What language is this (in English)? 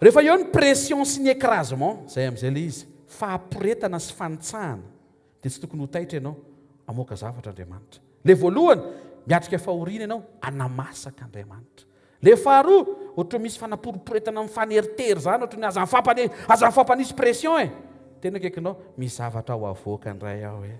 Malagasy